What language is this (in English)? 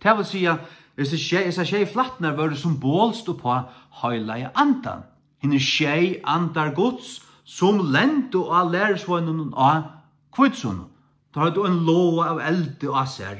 Faroese